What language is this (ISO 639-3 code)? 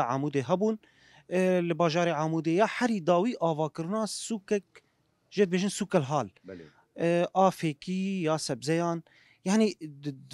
kur